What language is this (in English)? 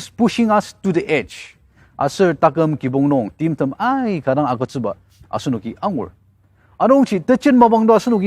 Ao Naga